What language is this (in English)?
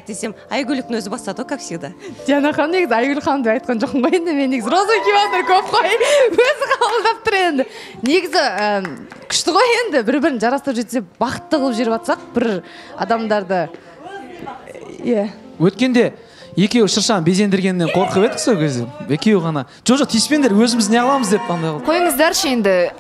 Kazakh